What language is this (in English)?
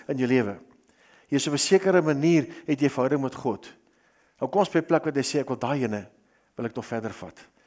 Afrikaans